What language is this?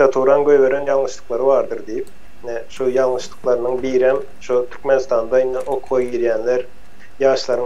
Turkmen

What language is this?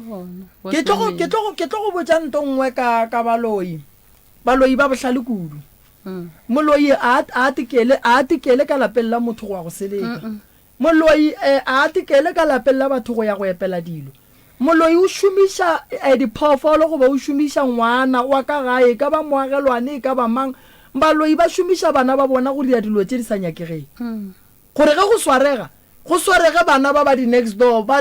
Northern Sotho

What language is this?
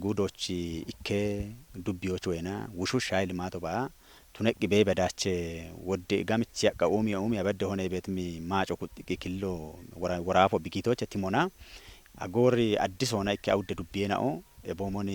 Kafa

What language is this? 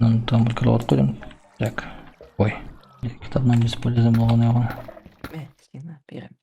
Tatar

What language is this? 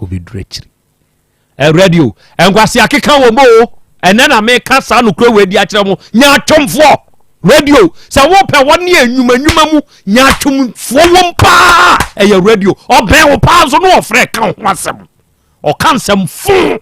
Akan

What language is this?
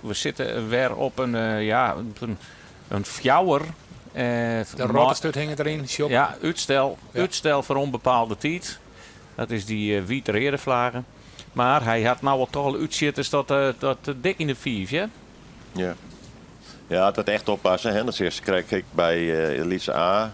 Western Frisian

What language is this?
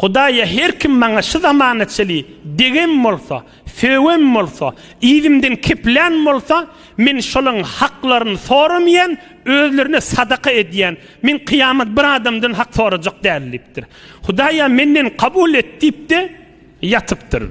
Turkmen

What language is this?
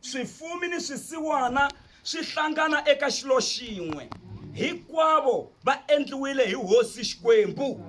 Tsonga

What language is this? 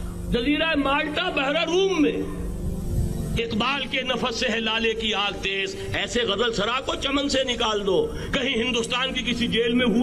Urdu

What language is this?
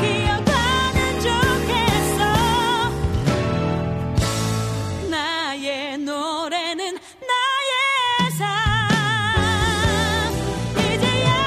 Korean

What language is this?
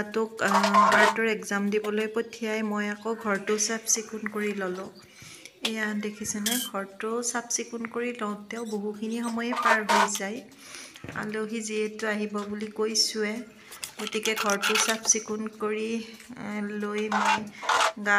Assamese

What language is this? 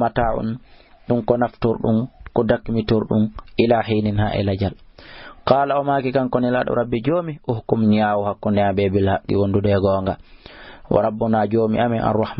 Fula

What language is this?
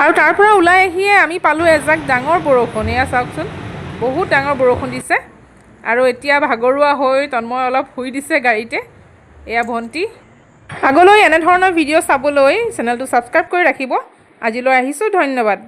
Assamese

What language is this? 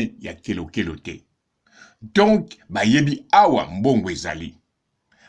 Lingala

